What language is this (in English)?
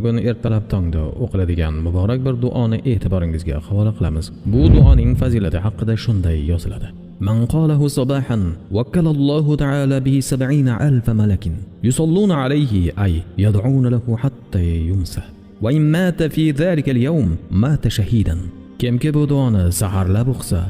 Uzbek